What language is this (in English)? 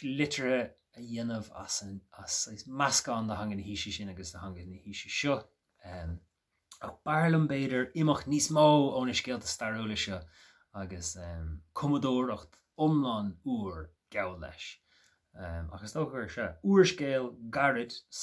Irish